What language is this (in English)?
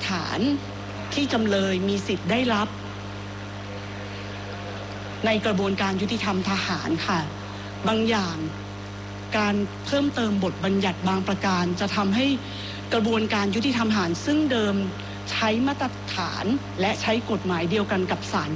Thai